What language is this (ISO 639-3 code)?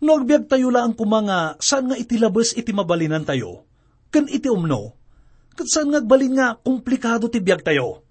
ilo